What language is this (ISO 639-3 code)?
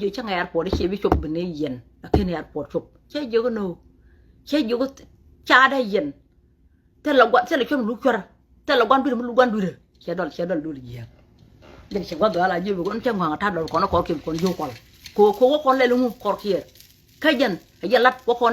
nus